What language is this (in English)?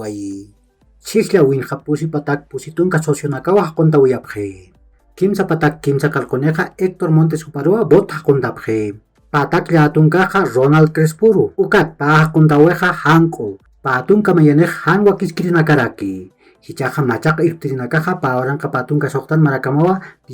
Aymara